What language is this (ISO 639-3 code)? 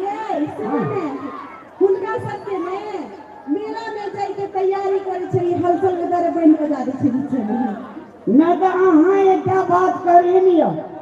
mai